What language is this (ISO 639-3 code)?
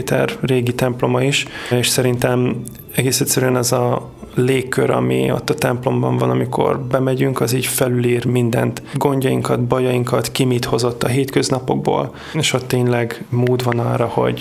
hun